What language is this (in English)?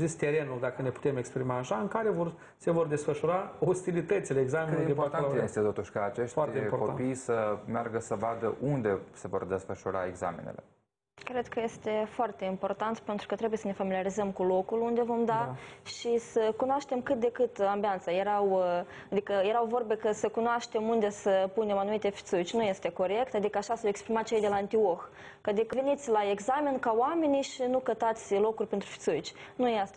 Romanian